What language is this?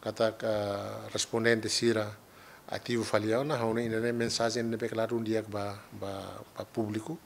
Tetum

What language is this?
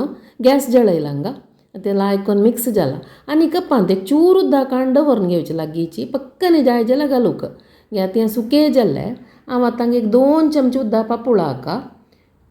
Konkani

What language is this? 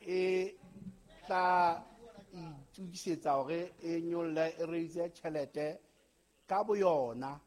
Southern Sotho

